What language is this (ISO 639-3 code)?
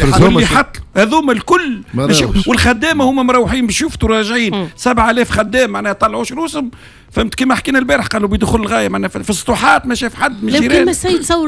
aeb